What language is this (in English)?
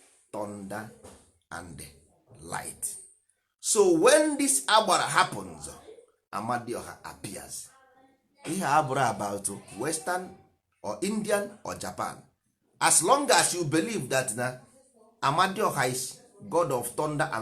Igbo